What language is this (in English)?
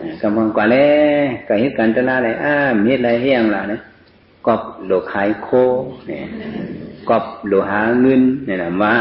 Shan